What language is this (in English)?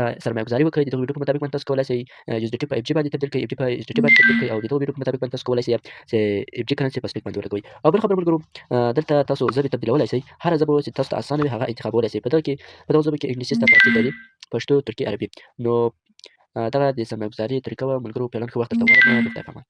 Pashto